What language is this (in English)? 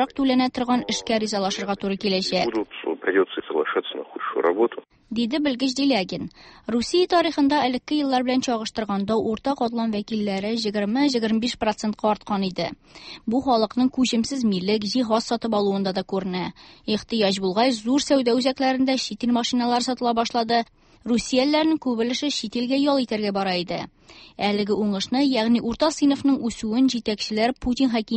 Tatar